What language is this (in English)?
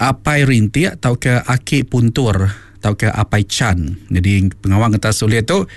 Iban